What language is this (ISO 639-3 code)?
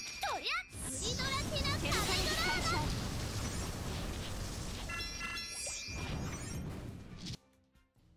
jpn